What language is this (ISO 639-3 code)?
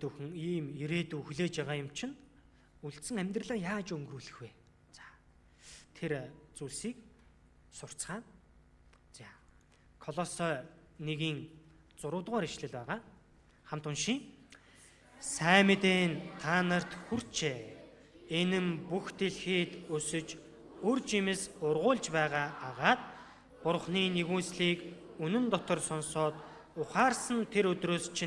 mon